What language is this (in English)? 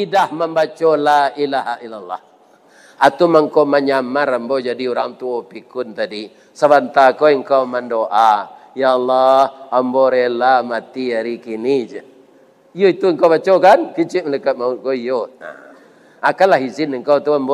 Minangkabau